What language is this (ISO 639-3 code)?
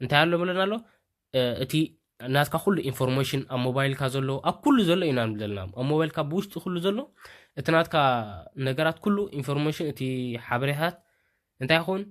tir